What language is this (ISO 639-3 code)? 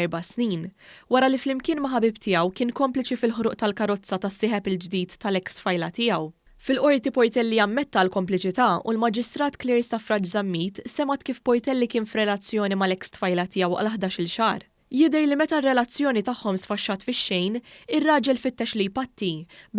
mlt